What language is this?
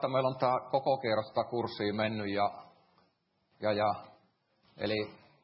Finnish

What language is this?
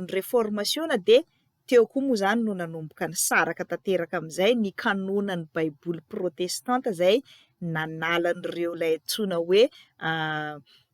Malagasy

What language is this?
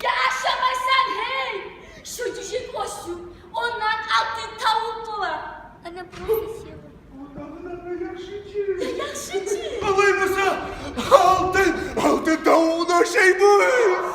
Kumyk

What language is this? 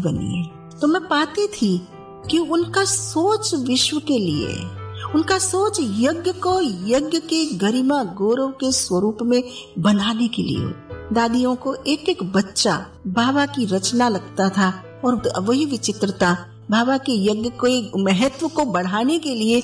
Hindi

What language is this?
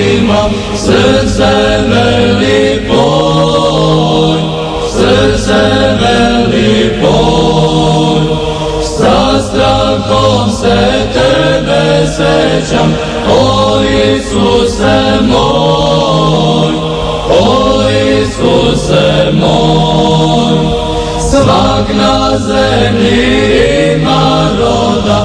Serbian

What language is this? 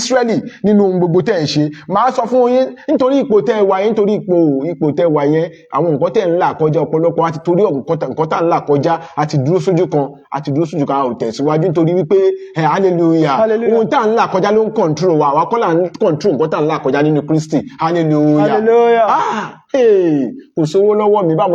Yoruba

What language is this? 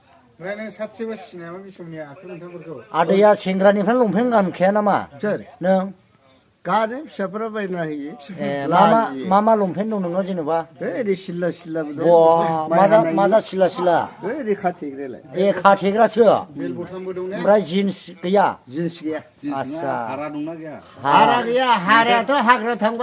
Bodo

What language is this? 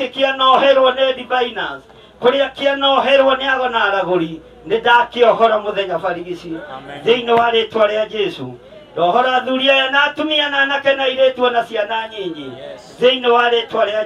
Kikuyu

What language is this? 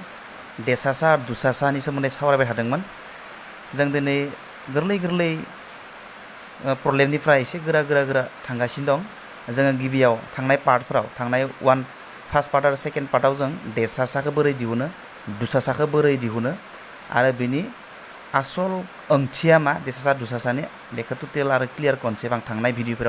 Bodo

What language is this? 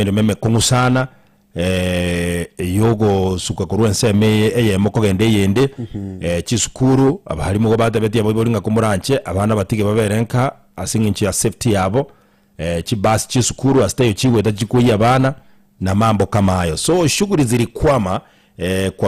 Gusii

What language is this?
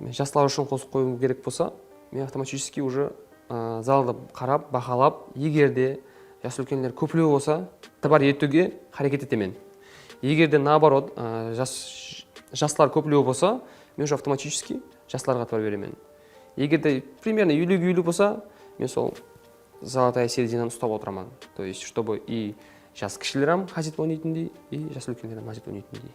Kara-Kalpak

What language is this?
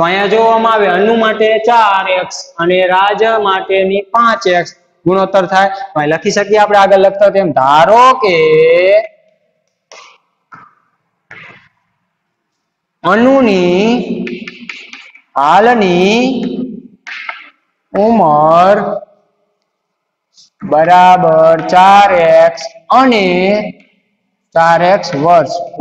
Gujarati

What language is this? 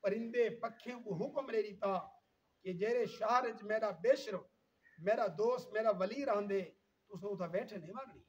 Saraiki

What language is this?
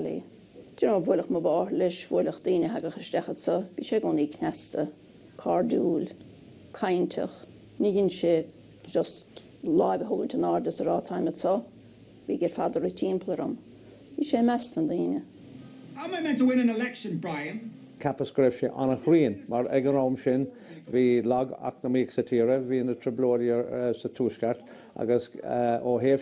Irish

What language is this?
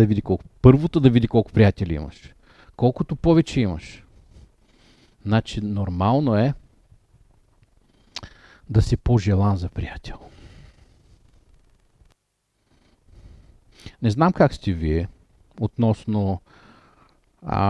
Bulgarian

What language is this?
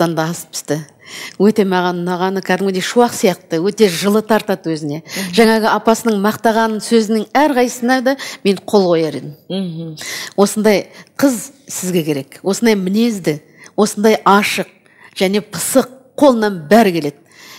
Kazakh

